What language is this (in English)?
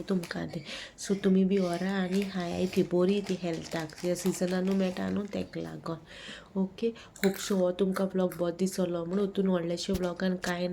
Konkani